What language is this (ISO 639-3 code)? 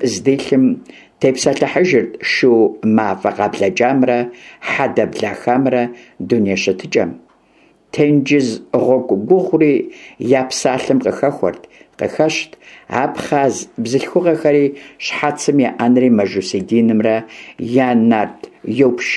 kbd